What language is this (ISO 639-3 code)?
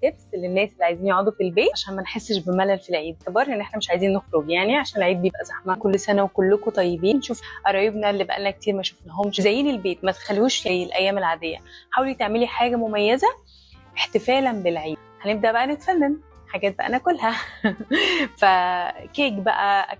arz